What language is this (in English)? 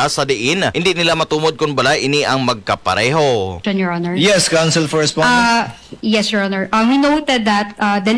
Hiligaynon